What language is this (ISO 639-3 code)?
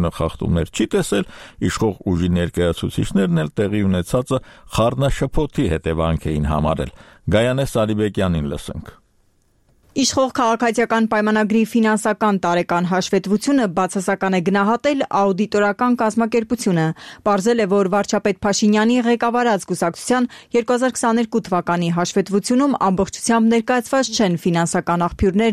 hye